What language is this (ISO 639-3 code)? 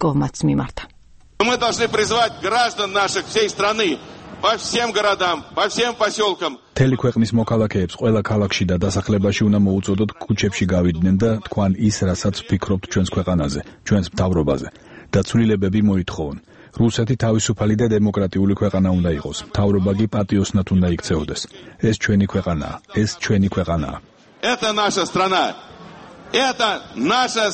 kat